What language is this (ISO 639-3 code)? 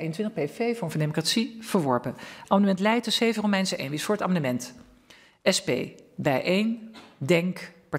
nld